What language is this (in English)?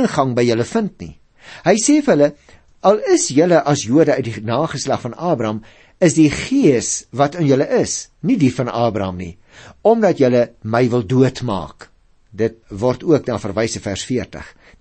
Afrikaans